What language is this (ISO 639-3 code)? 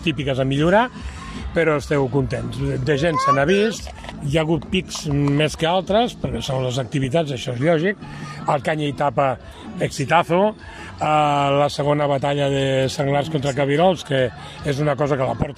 cat